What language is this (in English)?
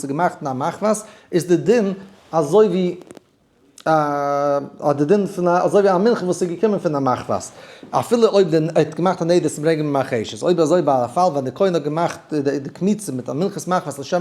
Yiddish